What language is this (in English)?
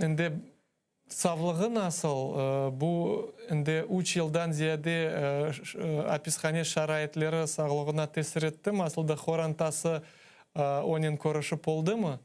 Crimean Tatar